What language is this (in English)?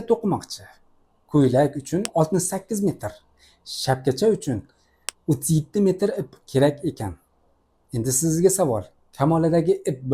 Uzbek